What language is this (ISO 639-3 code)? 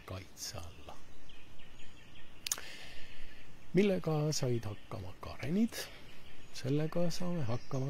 est